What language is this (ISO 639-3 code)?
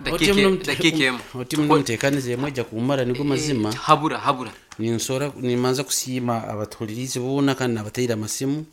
nyo